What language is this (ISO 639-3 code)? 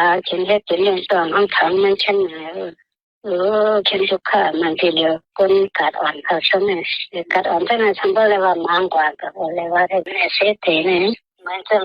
shn